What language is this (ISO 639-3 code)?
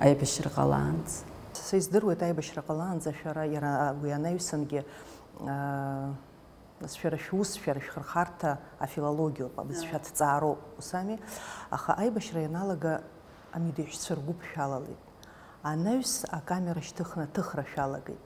abk